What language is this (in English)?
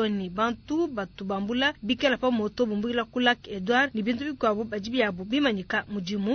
Luba-Lulua